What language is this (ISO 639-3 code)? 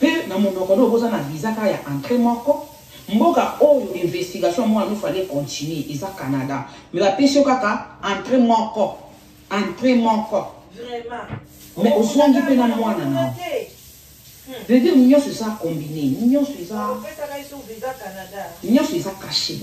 lin